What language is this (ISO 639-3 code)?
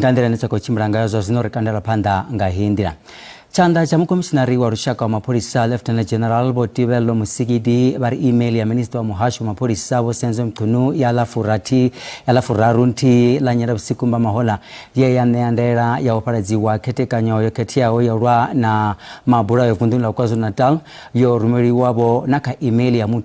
ven